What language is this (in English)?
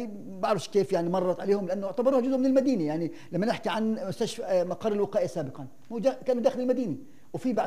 North Levantine Arabic